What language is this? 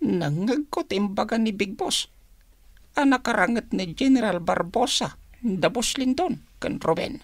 Iloko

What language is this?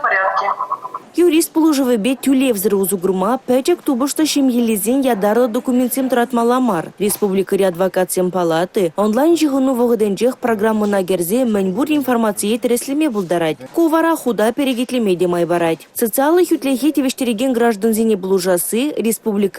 Chuvash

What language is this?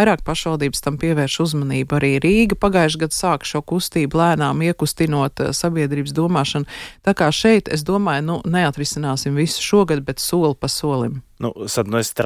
Latvian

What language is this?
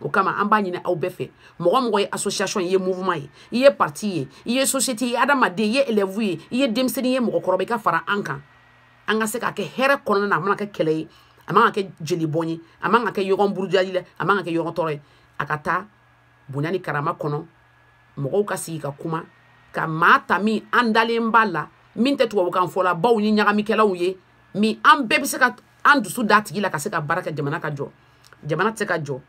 Bambara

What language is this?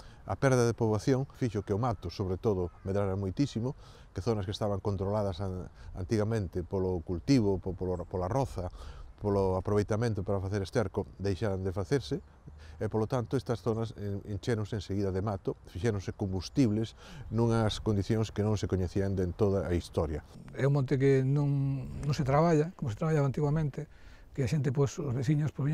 Galician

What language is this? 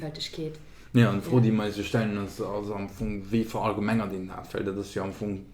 Luxembourgish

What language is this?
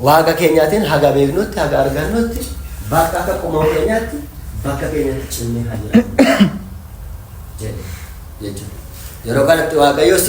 Oromo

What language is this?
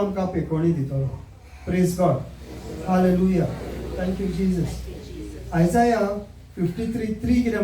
Konkani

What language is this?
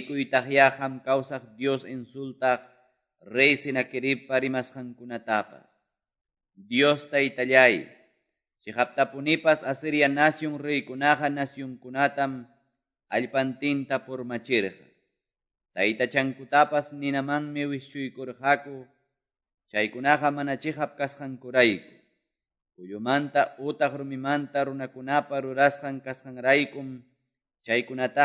Quechua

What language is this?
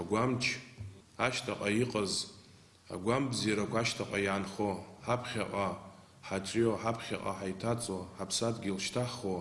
Abkhazian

